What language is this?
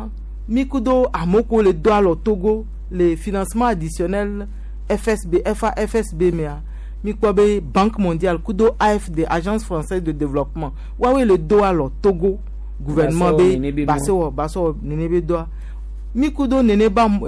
Gen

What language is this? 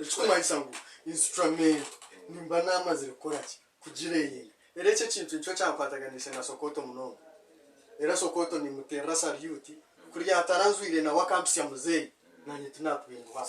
Nyankole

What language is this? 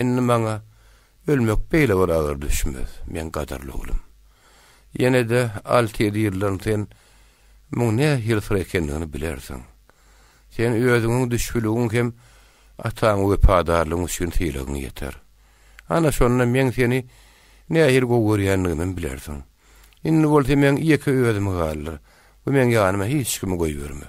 Turkmen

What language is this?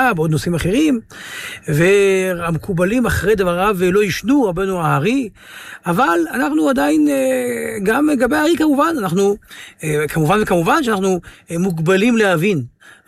Hebrew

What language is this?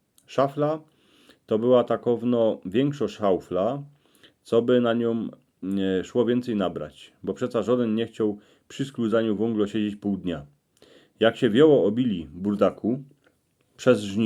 Silesian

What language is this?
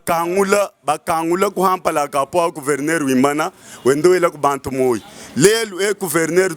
Luba-Lulua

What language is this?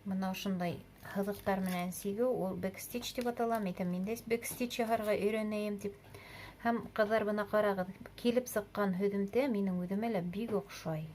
Bashkir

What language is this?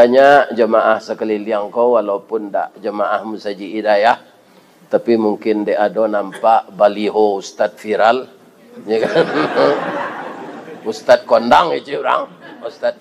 Minangkabau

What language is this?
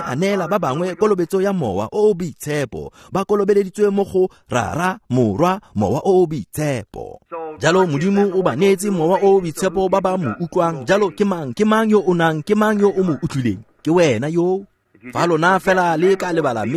Tswana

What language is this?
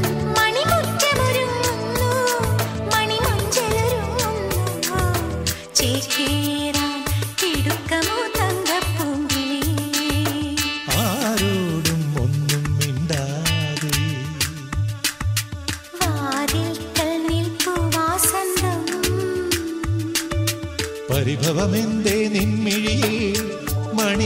Malayalam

